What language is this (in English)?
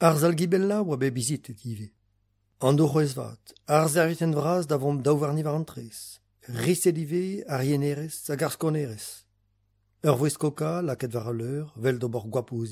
Breton